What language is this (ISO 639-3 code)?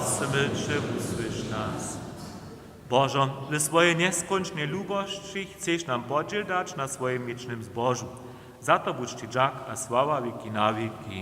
hsb